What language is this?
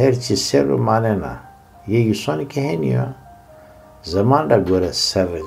Zaza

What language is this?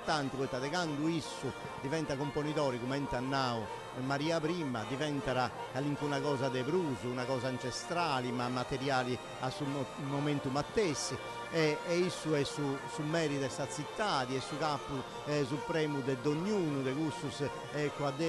Sardinian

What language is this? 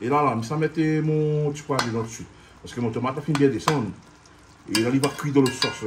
Réunion Creole French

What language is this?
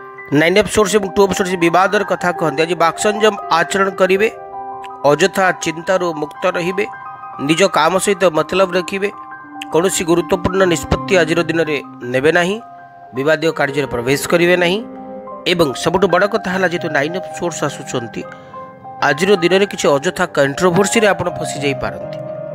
Odia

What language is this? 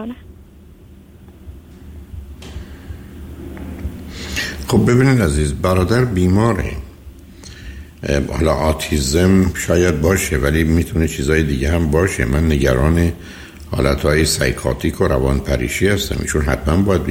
Persian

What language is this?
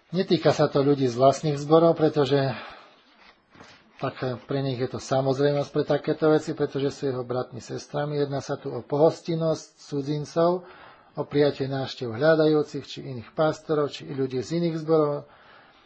Slovak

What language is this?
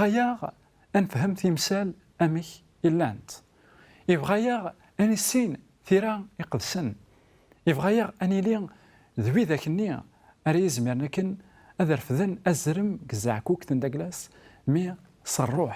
Kabyle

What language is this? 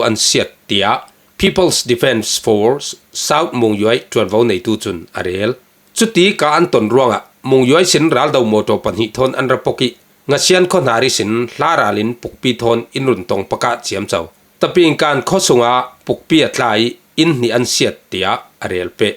Falam Chin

